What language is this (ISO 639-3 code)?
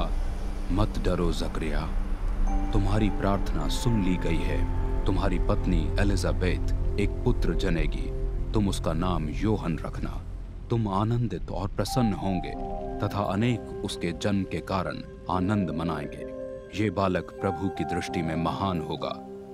hin